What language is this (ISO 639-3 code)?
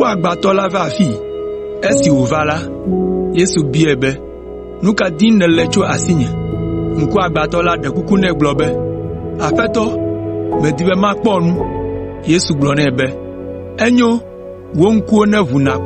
ewe